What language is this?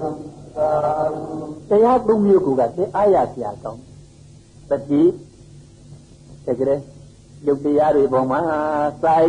Burmese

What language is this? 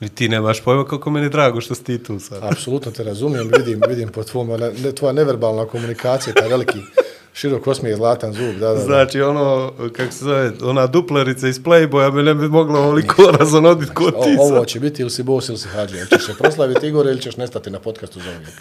Bosnian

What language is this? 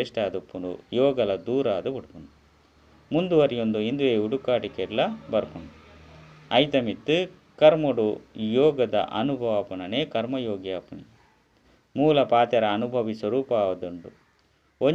Tulu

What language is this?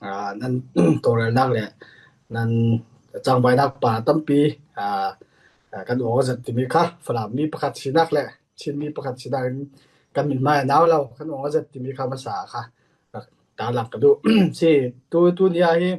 Falam Chin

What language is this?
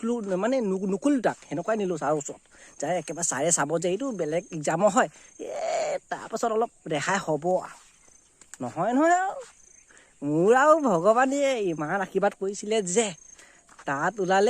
Assamese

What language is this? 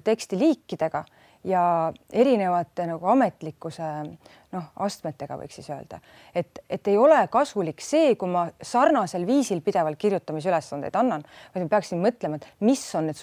Estonian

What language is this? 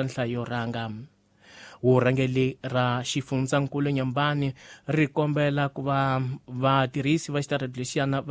Tsonga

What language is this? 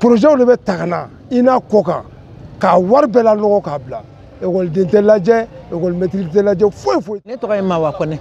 Bambara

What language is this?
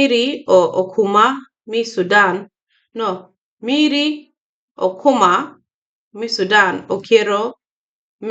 Acoli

